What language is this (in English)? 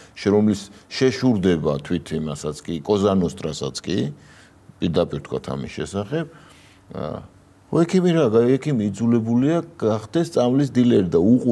Georgian